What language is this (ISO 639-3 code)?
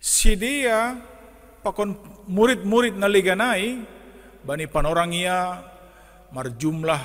bts